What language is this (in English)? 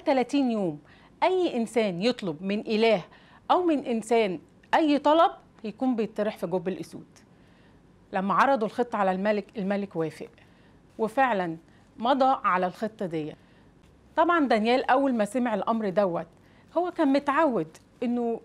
Egyptian Arabic